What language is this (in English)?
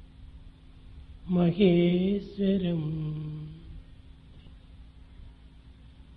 Telugu